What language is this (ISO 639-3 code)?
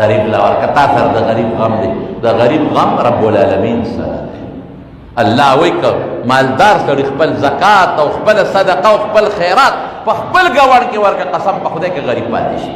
pus